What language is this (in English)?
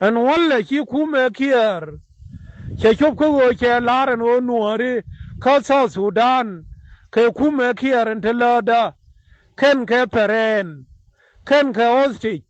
Nuer